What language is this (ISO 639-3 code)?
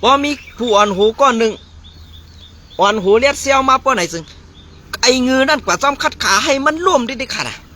shn